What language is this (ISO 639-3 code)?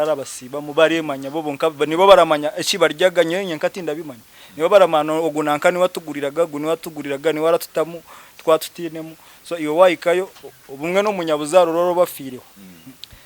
nyn